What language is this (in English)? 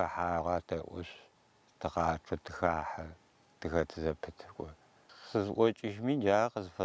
Adyghe